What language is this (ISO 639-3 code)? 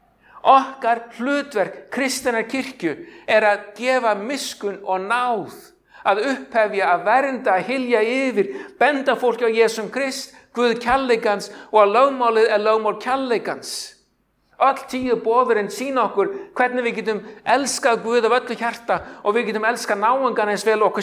isl